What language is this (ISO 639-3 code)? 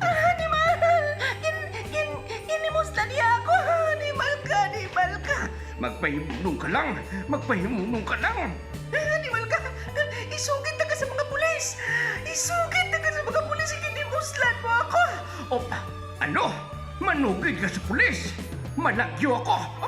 hil